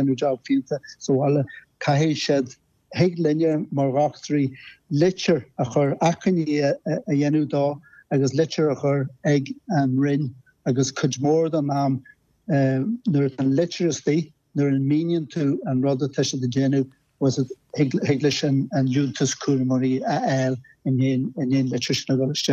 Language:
Irish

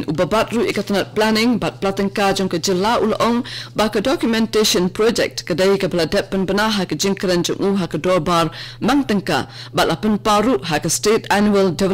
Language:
Khasi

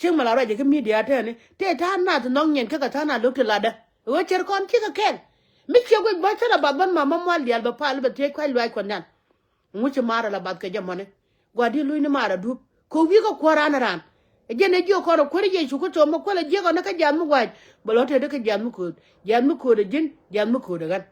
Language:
Nuer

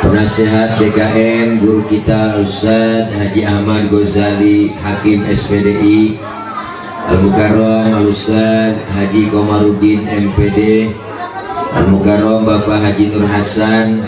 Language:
Betawi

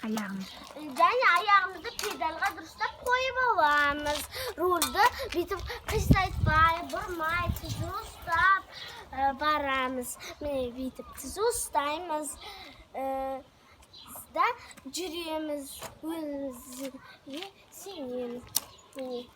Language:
Kazakh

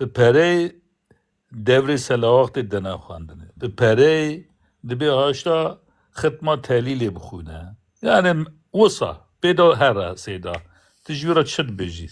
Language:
Kurdish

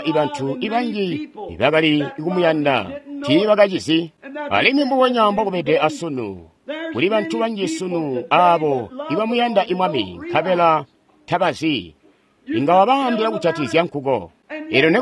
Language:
Tonga (Zambia)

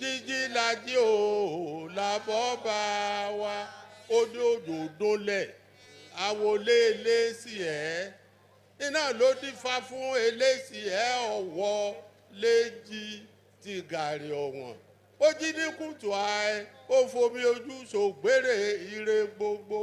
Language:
Yoruba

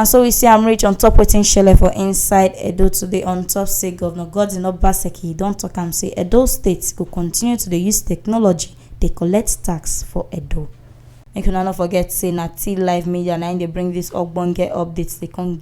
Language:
Nigerian Pidgin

